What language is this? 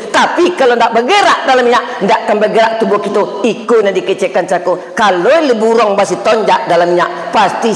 Minangkabau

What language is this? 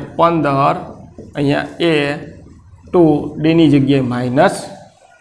Gujarati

